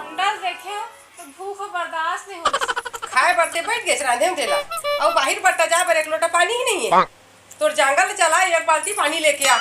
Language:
Chhattisgarhi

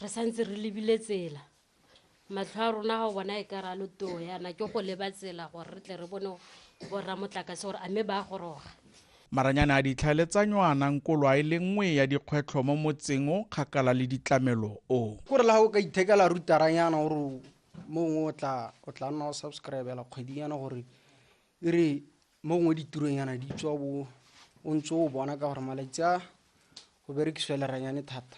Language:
Tswana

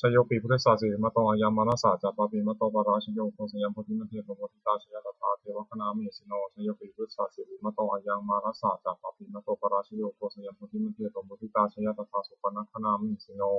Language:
Pali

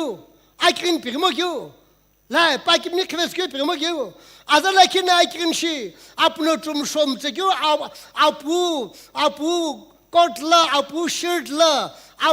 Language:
Sumi Naga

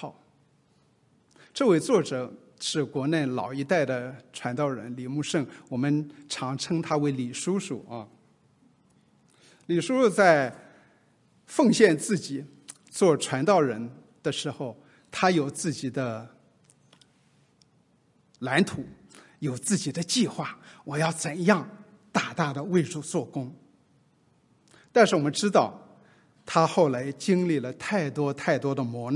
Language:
Chinese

